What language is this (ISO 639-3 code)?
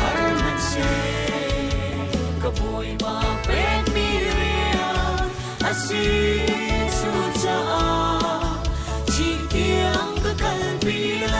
cfm